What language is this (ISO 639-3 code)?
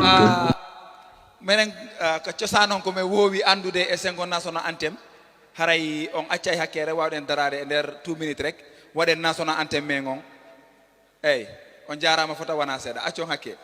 ful